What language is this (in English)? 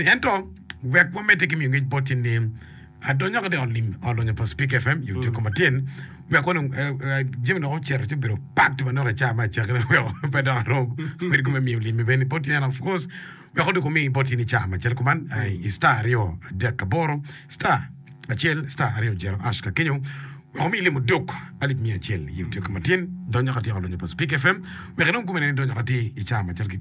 Acoli